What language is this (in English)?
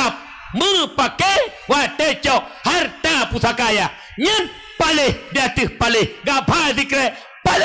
Achinese